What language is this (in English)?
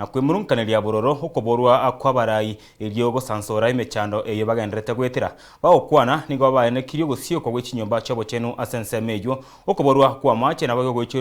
Gusii